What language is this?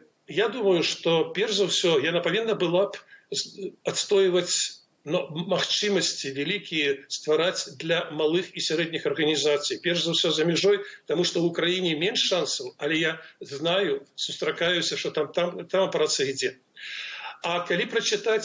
Belarusian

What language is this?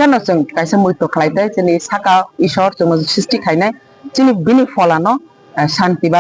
Kok Borok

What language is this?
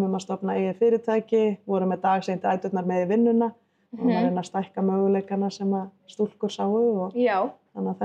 Icelandic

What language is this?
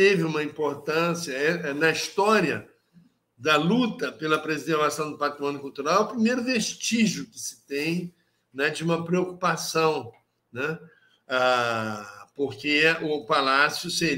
Portuguese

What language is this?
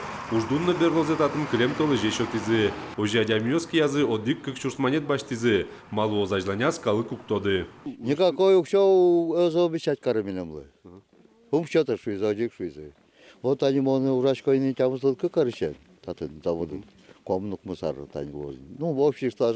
Udmurt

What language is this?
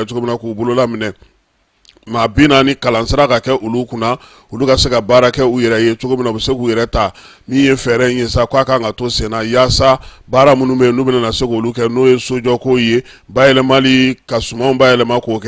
Bambara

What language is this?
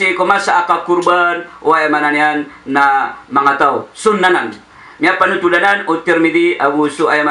Maranao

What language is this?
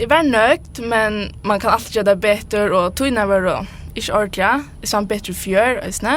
Faroese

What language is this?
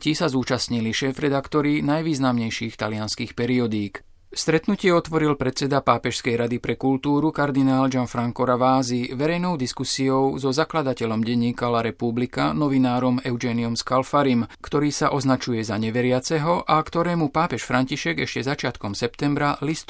Slovak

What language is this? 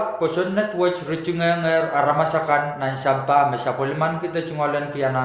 Pohnpeian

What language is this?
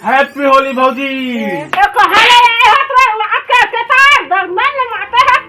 Chhattisgarhi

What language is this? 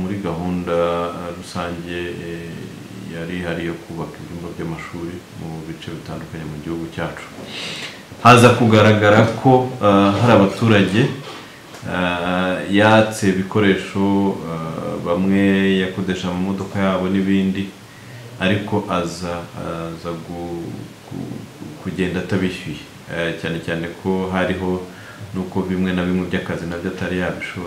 Kinyarwanda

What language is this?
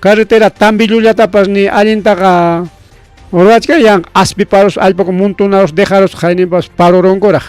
Ayacucho Quechua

